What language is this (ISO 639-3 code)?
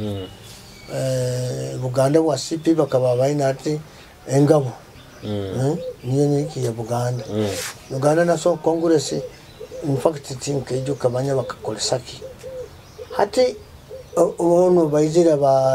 nyo